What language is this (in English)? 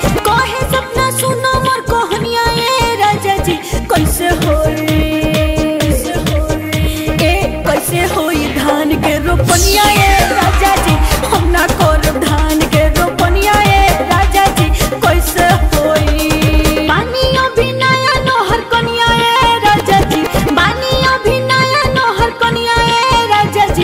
Bhojpuri